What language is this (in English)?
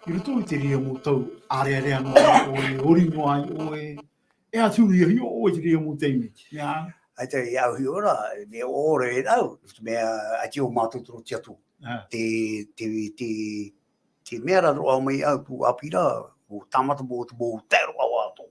Tahitian